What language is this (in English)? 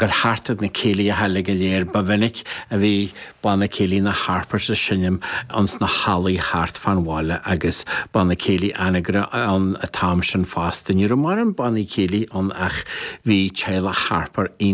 Irish